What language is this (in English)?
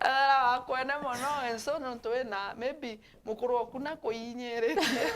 Meru